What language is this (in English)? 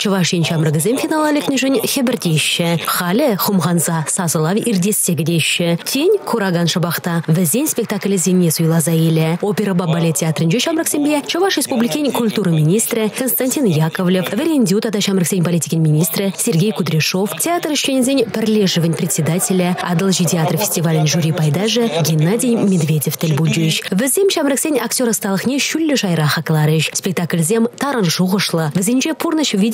Chuvash